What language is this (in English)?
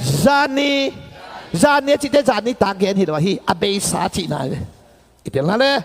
Tedim Chin